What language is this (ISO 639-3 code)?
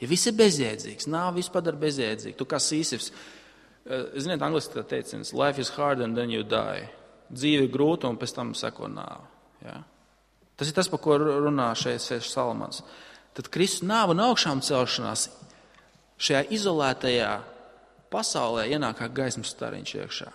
lav